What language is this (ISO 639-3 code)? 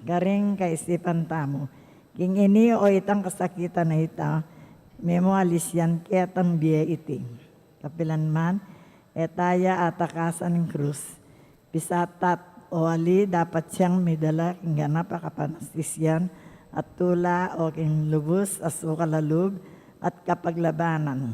pam